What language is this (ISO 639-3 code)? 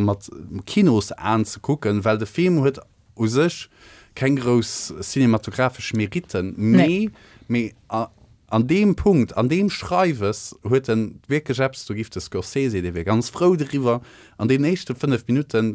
ltz